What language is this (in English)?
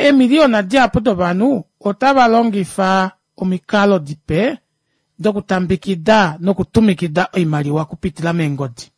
Kuanyama